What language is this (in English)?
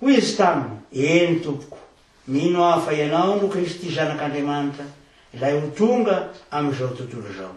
Malagasy